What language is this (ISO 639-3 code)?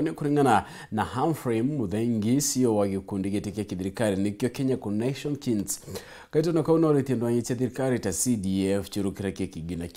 mer